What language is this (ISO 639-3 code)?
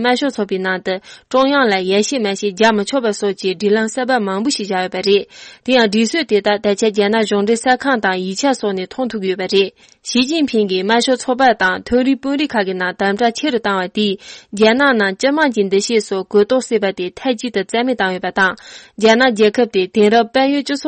bod